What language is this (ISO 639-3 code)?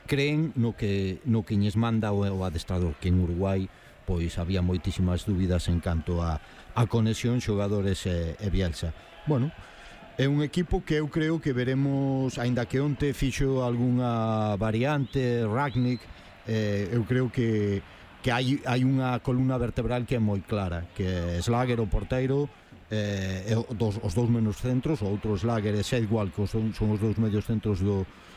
glg